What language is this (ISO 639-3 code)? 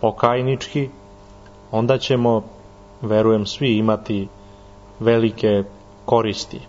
srp